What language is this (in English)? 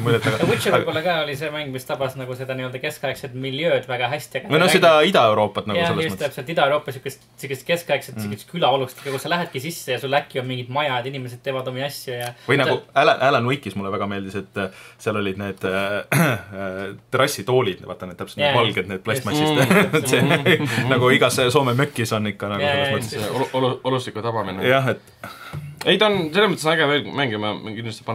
Estonian